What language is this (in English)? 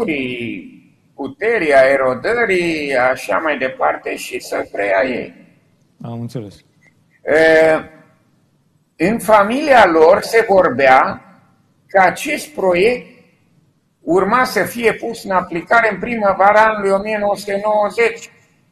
Romanian